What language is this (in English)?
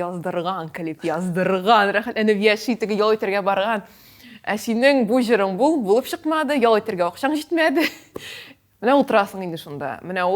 Tatar